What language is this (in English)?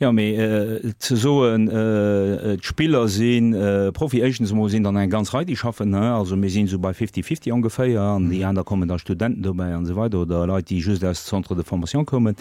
Luxembourgish